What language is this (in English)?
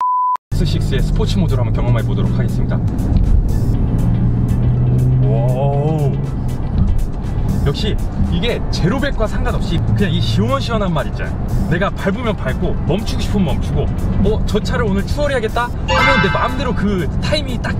Korean